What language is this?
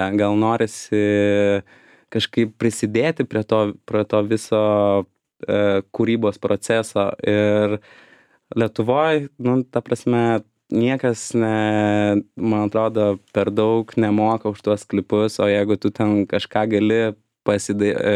Lithuanian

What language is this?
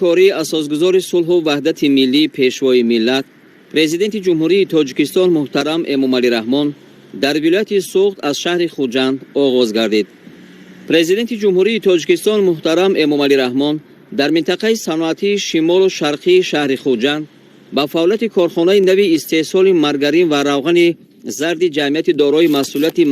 Tajik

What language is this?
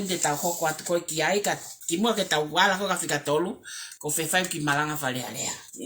Tongan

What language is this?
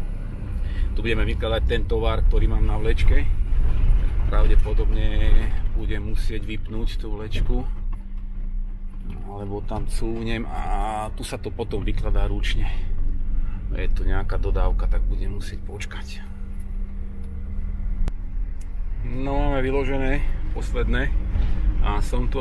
Slovak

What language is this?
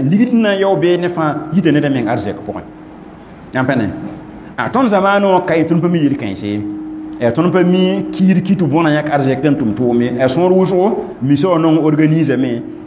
Mossi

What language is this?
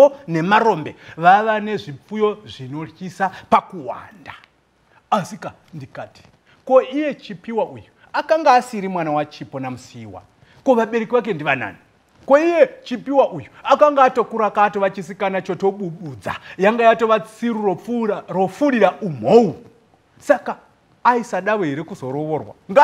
Shona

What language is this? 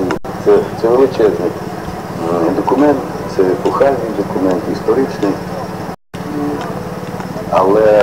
Ukrainian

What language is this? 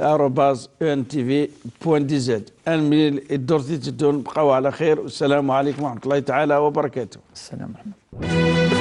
Kabyle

